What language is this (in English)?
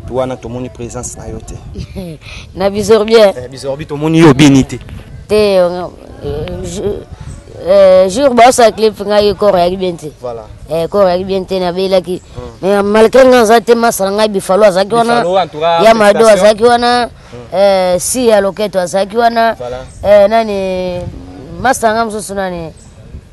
Lingala